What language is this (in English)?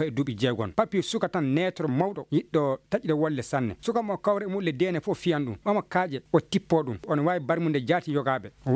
Fula